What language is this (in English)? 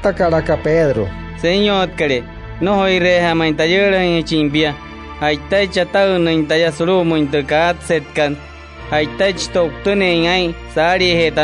Wayuu